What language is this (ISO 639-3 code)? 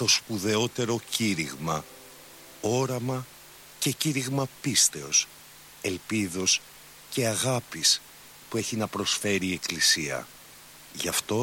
ell